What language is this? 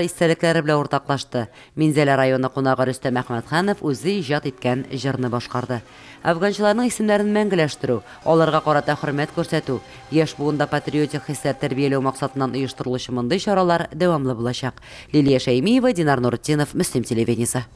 Tatar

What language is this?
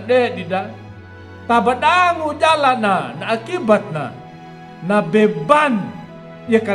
Anakalangu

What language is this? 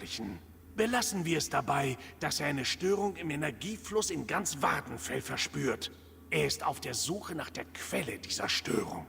Swiss German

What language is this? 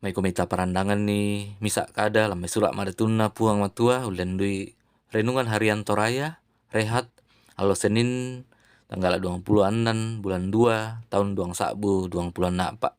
Toraja-Sa'dan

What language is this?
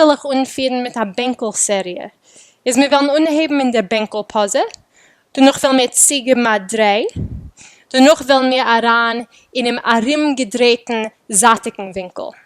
Yiddish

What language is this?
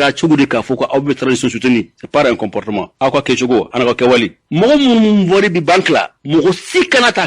Bambara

